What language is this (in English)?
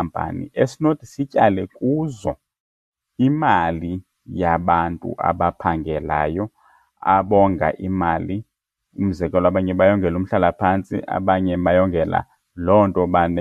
Xhosa